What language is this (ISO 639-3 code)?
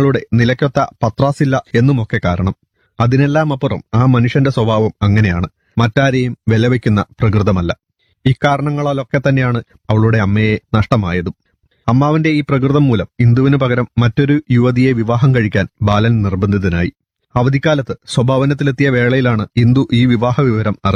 mal